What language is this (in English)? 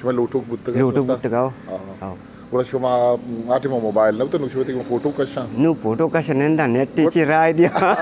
Eastern Balochi